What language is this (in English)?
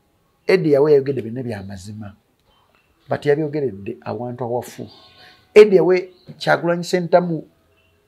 Ganda